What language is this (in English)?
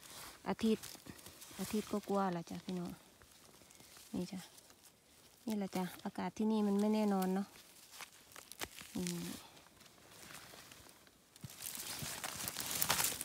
Thai